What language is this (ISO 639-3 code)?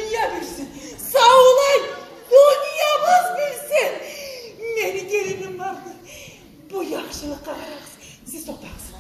kum